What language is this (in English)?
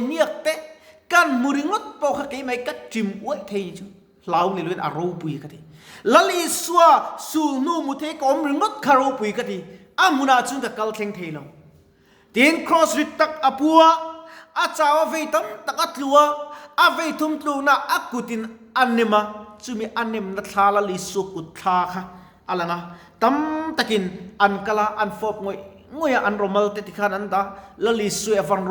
Mizo